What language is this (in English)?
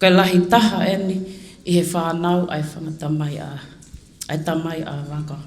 Tongan